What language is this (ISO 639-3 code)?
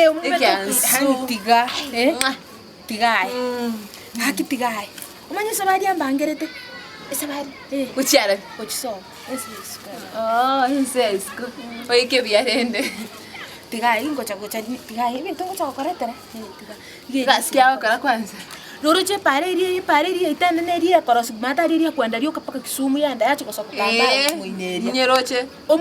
guz